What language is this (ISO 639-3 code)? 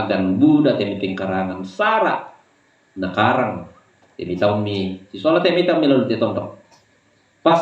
sda